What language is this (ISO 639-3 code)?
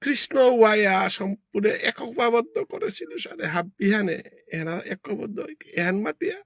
bpy